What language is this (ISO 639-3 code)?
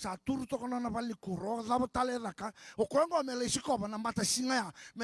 fij